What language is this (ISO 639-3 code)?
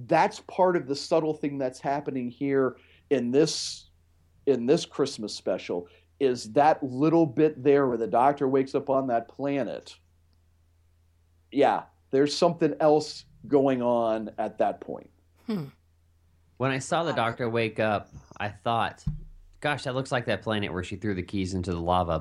eng